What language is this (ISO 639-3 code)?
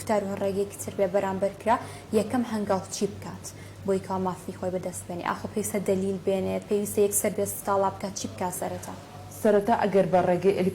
ckb